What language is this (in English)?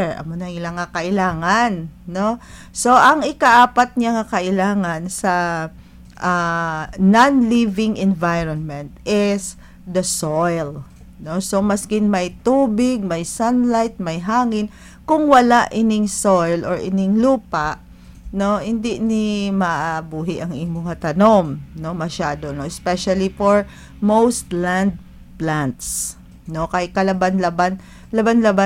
Hiligaynon